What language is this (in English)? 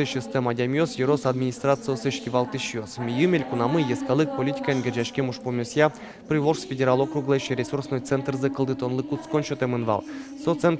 Udmurt